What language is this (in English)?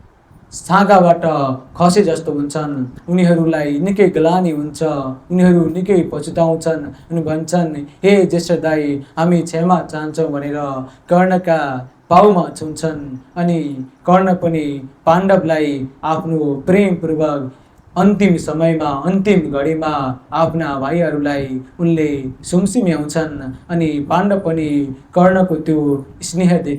Nepali